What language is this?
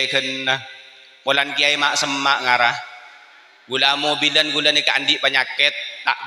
Madurese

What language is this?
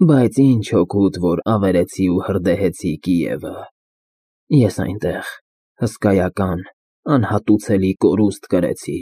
Armenian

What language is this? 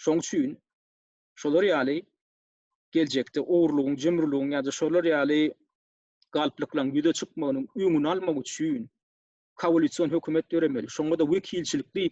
Turkmen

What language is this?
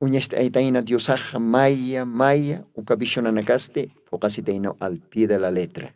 Aymara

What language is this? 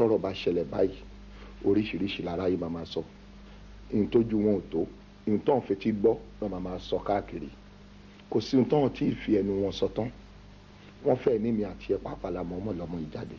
Yoruba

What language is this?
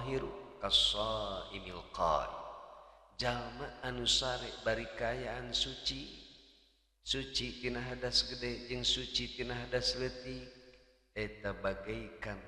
Sundanese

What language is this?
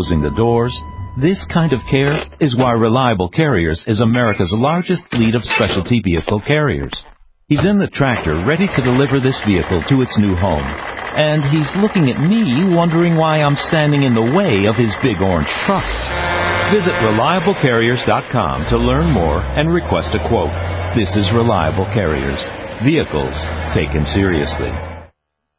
English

